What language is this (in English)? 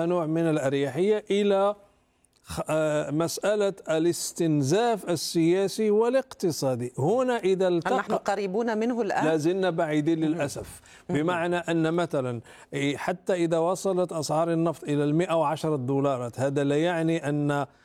Arabic